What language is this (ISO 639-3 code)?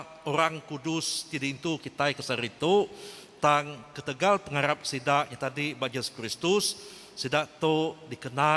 iba